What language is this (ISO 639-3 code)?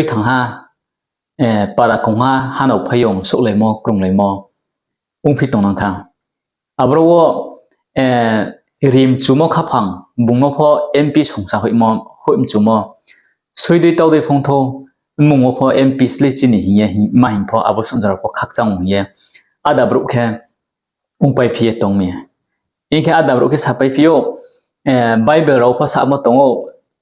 ria